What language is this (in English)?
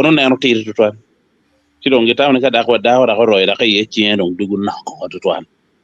Acoli